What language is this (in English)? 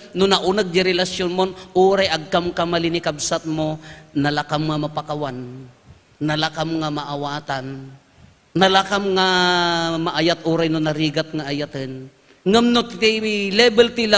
Iloko